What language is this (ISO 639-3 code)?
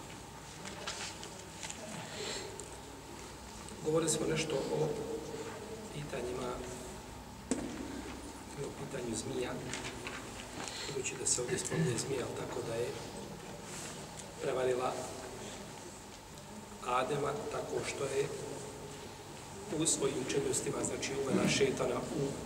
bos